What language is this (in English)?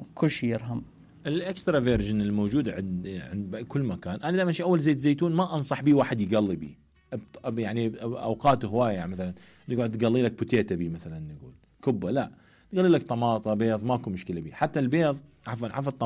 Mesopotamian Arabic